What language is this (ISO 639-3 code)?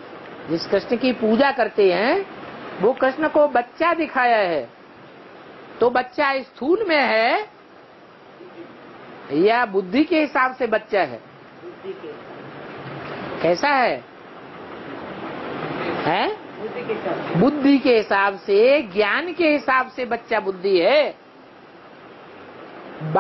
hin